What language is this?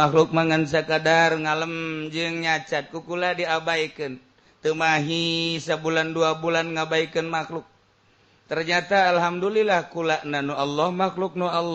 Sundanese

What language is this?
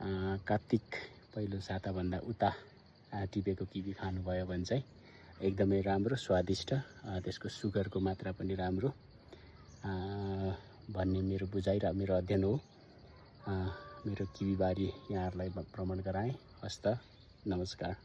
Nepali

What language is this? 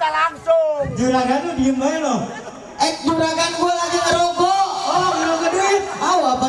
Betawi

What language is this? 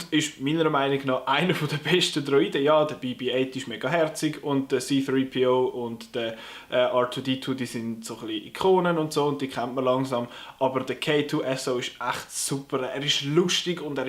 Swiss German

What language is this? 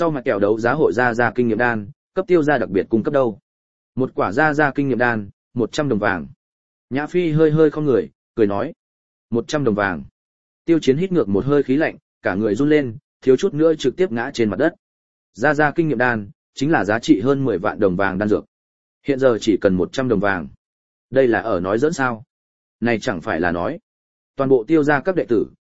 Vietnamese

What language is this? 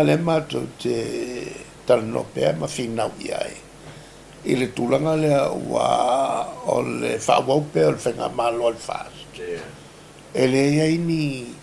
Samoan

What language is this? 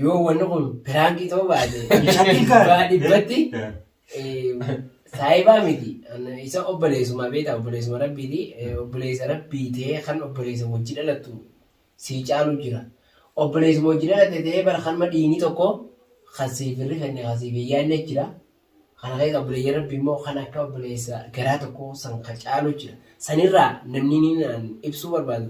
Oromo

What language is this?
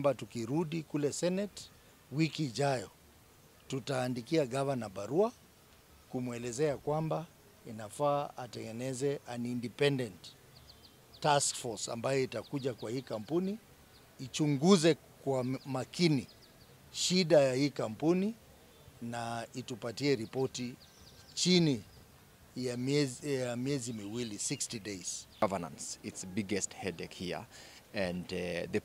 Swahili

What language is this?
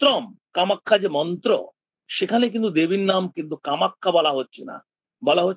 Bangla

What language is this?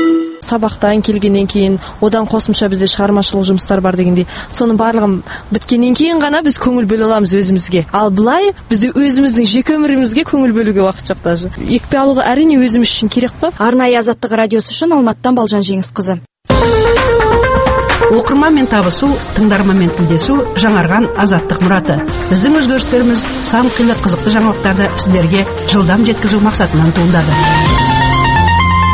Kazakh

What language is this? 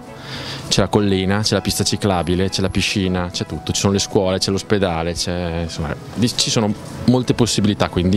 Italian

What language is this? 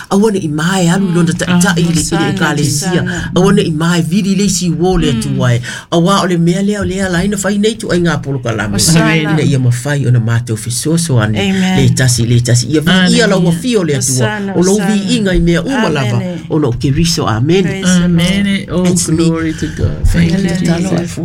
Samoan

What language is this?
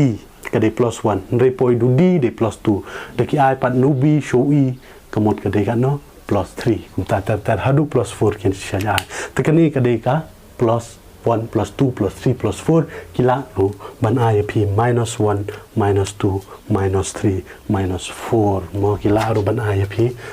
Khasi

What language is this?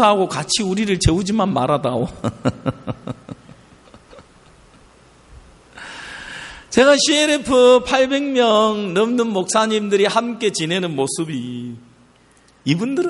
Korean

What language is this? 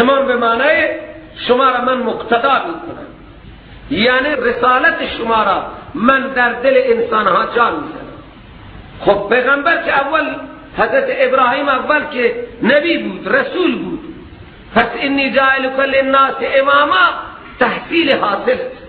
Persian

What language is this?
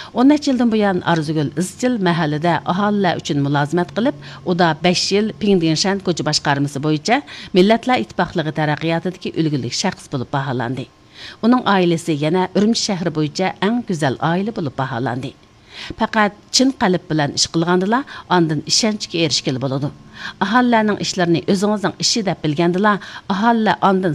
Uyghur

